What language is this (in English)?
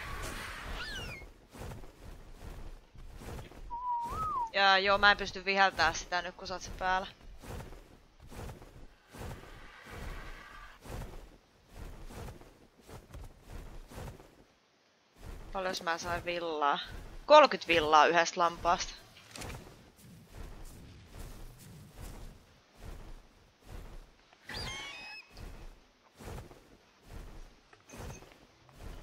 Finnish